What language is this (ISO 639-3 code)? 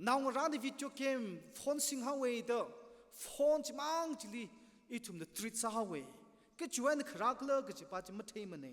nmf